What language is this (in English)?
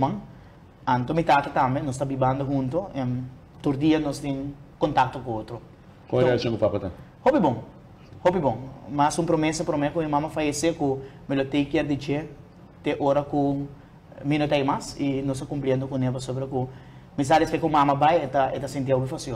Papiamento